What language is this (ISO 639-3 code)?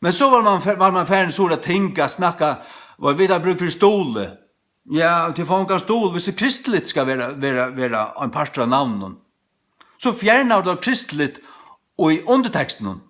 fao